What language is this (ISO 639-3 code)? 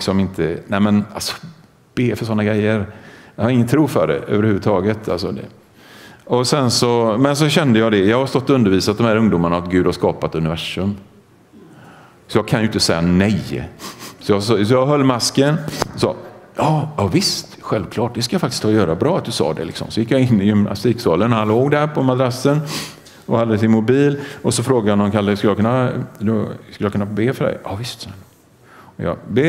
swe